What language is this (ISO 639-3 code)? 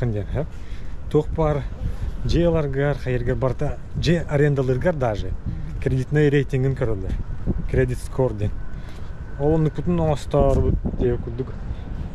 sah